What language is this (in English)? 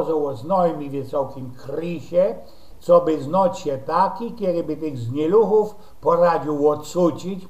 Silesian